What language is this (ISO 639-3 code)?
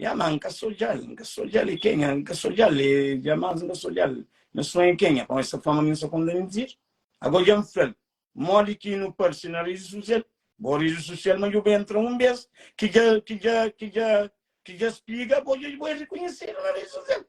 kea